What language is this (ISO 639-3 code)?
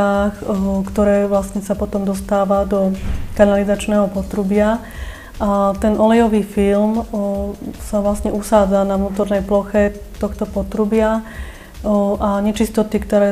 slk